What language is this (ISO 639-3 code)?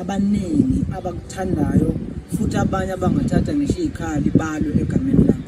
zul